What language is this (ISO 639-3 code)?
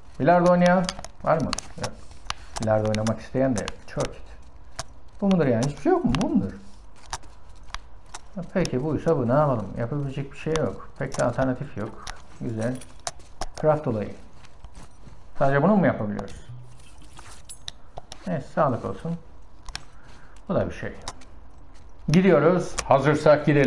tur